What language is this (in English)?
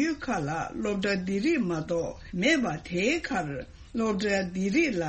Tibetan